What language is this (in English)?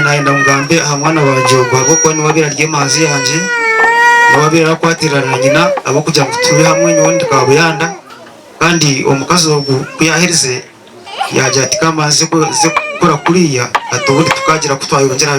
Nyankole